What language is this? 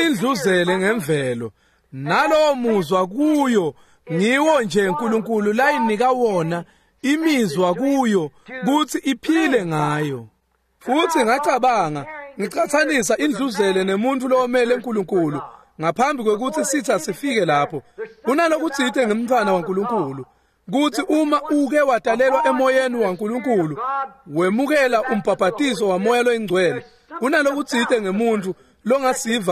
Swati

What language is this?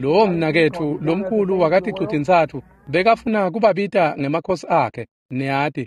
Swati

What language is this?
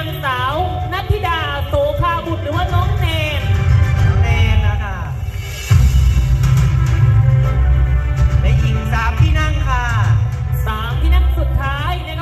Thai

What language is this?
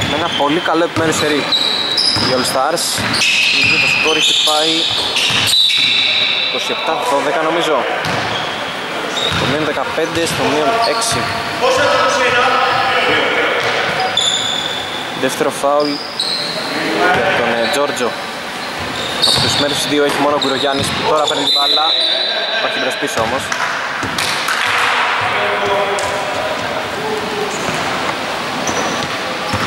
Greek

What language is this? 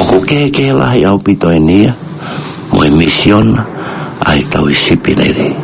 Tongan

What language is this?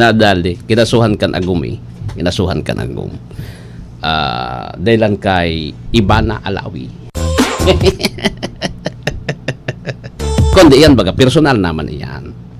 Bikol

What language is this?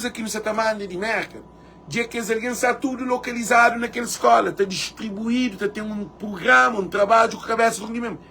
Kabuverdianu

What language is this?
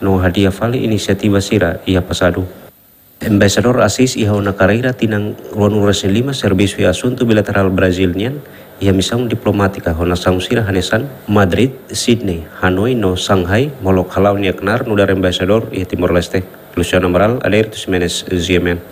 Tetum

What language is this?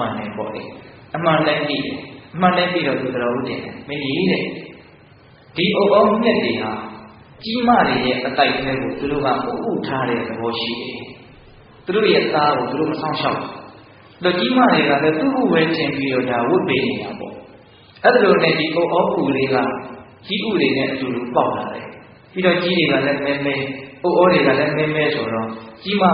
Burmese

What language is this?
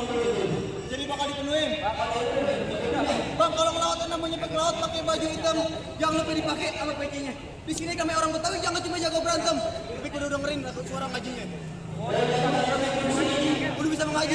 Betawi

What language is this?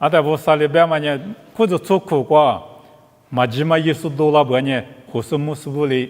Lisu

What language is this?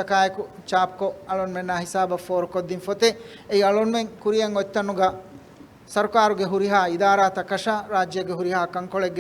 Divehi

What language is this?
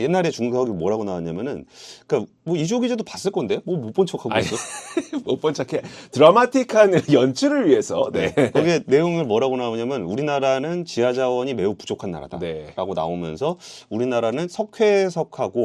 Korean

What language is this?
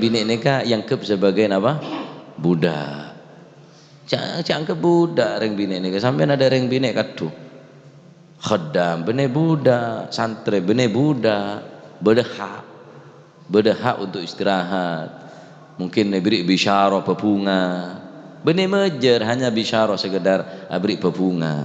Madurese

